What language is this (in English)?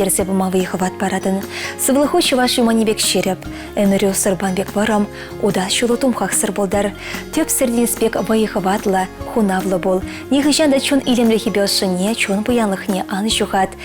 Chuvash